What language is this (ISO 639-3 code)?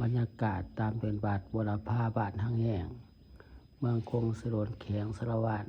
lao